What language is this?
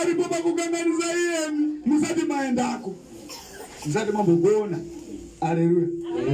Shona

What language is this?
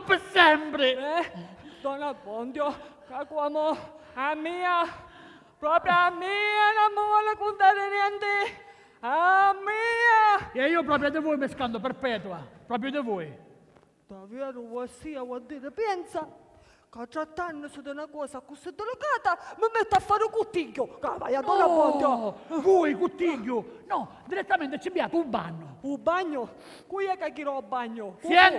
Sicilian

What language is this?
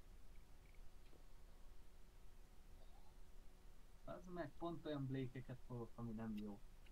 Hungarian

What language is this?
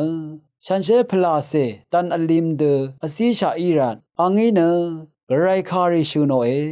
Rawang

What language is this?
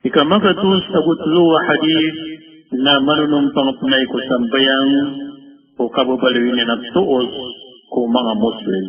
Maranao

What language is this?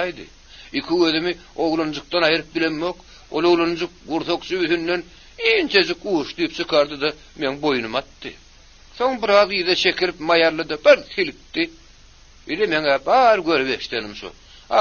Turkmen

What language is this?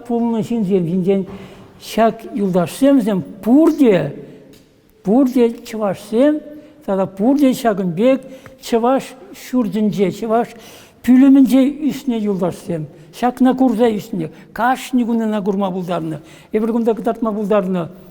Chuvash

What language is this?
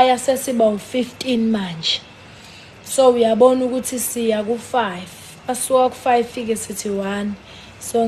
Zulu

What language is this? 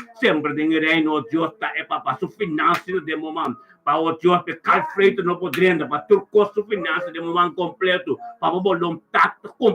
Papiamento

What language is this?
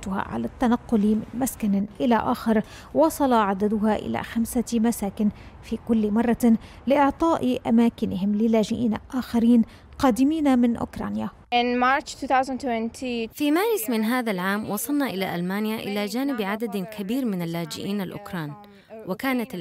Arabic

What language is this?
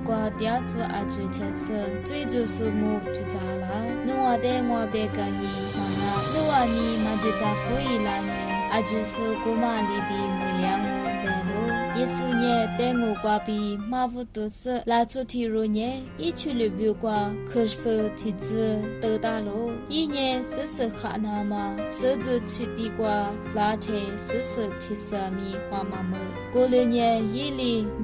Lisu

